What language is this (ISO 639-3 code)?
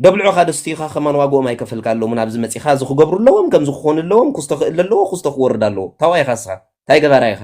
tir